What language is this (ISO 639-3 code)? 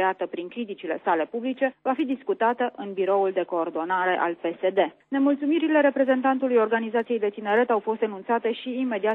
ron